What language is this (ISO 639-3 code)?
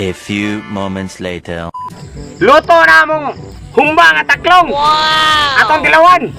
ceb